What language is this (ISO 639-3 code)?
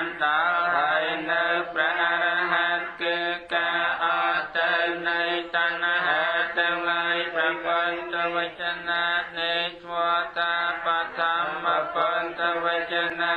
khm